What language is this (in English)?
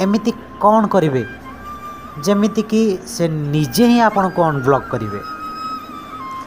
Odia